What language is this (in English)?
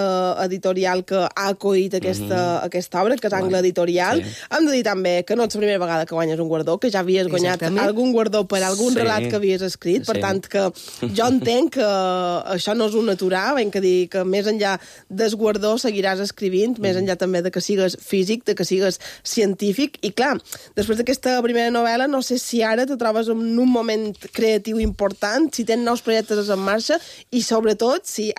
Catalan